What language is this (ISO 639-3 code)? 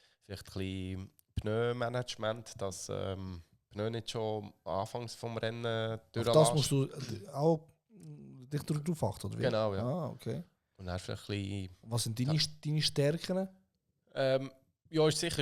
gsw